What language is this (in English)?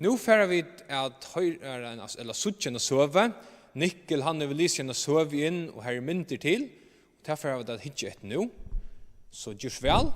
Faroese